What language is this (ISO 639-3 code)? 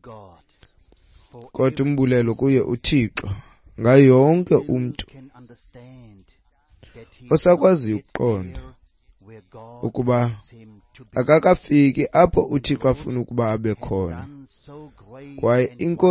xho